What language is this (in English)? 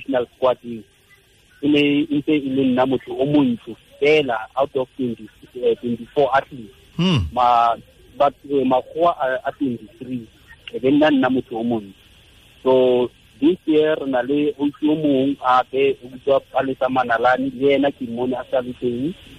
Tswana